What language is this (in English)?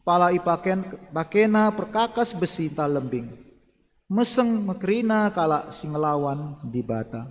Batak Karo